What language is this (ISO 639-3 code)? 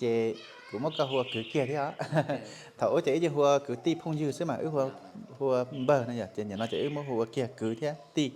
hmn